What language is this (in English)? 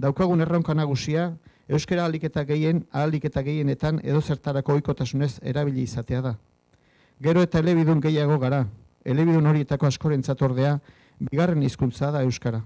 Basque